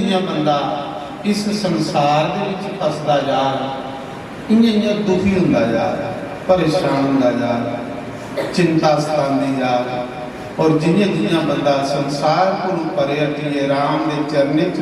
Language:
Dogri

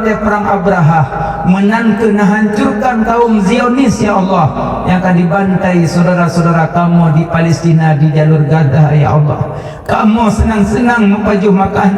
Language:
Achinese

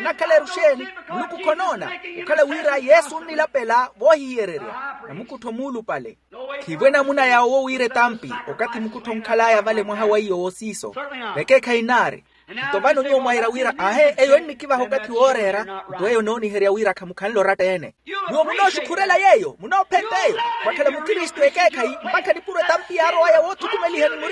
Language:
Makhuwa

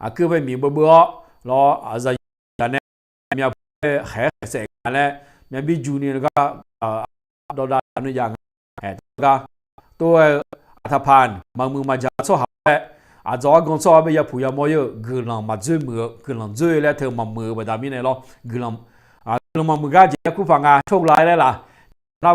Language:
Akha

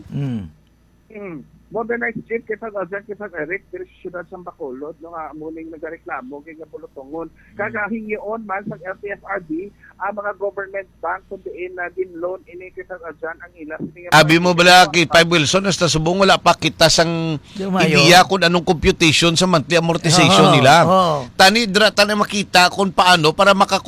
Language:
Hiligaynon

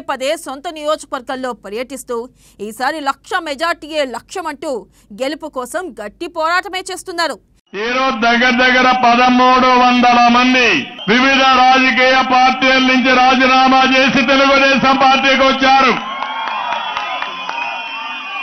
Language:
Telugu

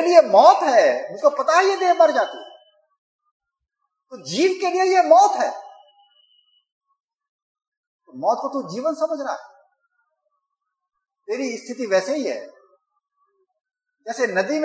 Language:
Hindi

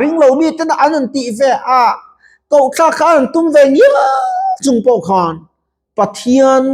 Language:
Mizo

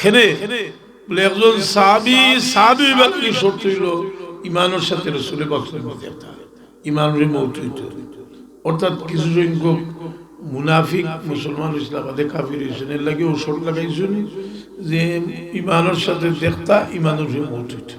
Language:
Sylheti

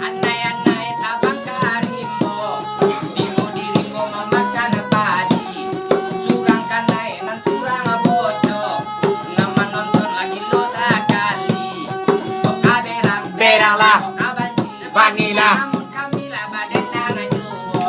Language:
Minangkabau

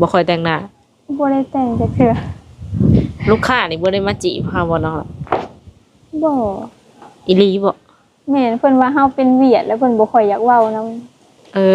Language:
Lao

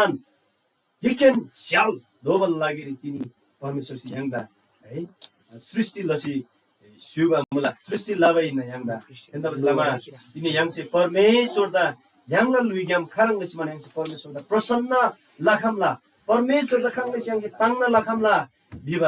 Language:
Eastern Tamang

